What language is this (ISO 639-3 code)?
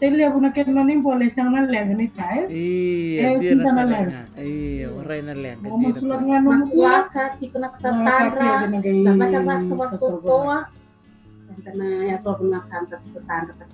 fij